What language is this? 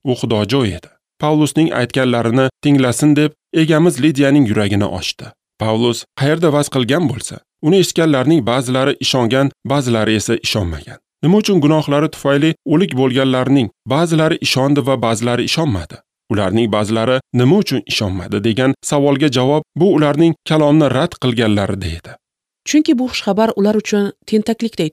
Uzbek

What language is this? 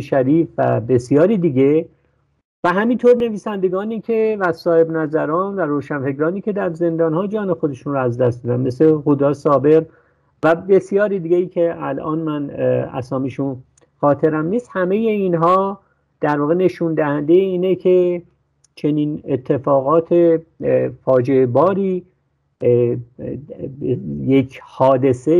Persian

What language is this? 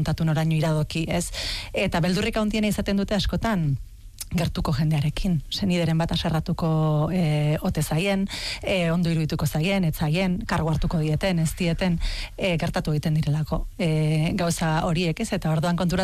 Basque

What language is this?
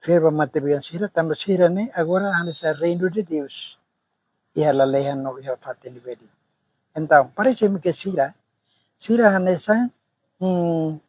Tetum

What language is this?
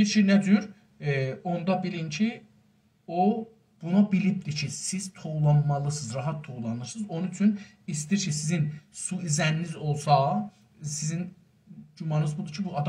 South Azerbaijani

